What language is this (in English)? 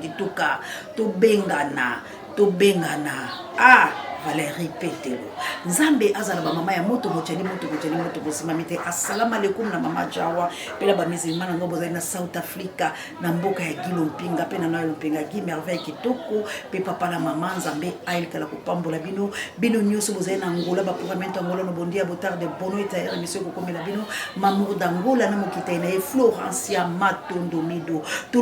Lingala